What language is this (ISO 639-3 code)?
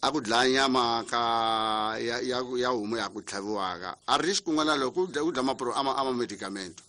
tso